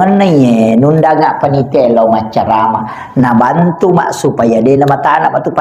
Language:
Buginese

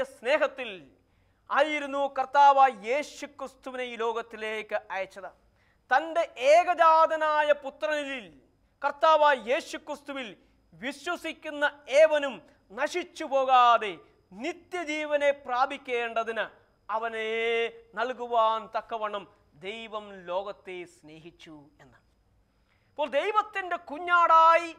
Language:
Malayalam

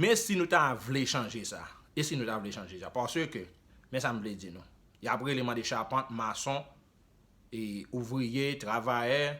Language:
Haitian Creole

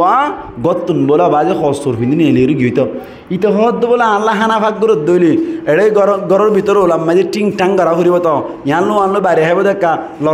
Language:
Rohingya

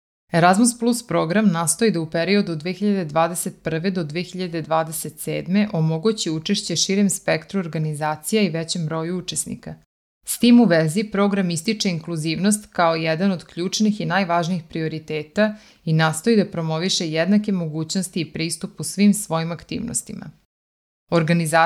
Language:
Serbian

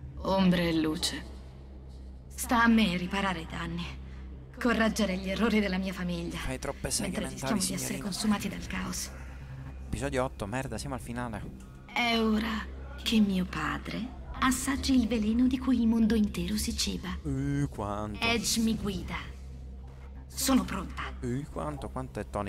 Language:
Italian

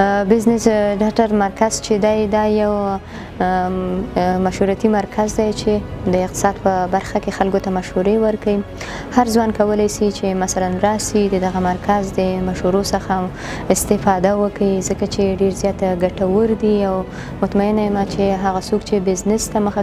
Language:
Pashto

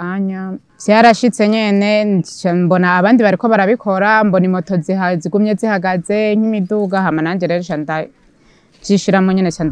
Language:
Rundi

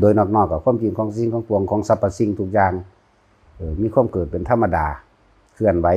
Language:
Lao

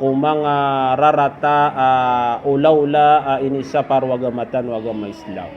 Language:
Maranao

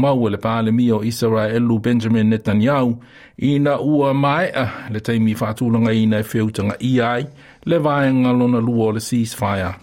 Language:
Samoan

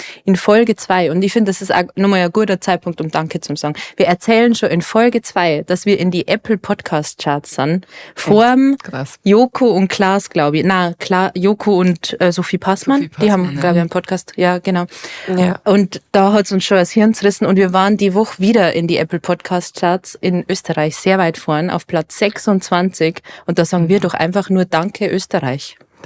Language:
Bavarian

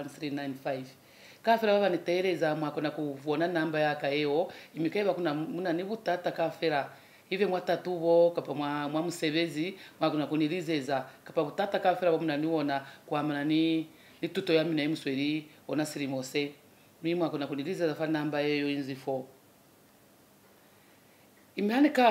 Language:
Lozi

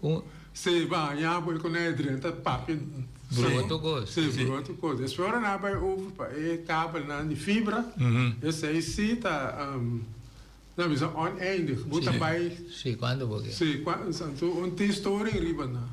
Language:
Papiamento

